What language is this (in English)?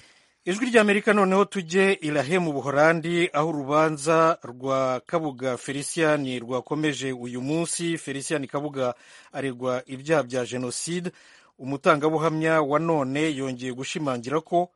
Kinyarwanda